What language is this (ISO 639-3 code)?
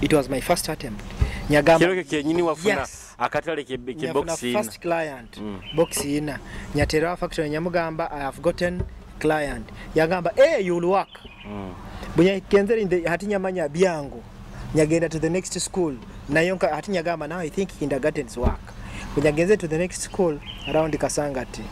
nyo